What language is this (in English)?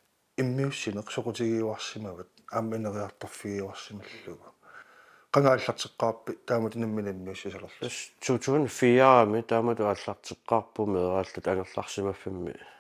Kalaallisut